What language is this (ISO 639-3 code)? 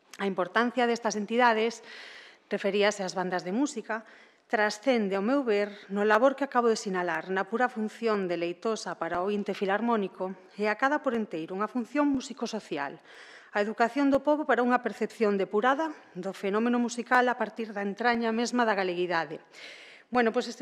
glg